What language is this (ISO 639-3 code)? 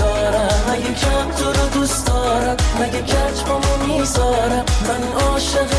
fas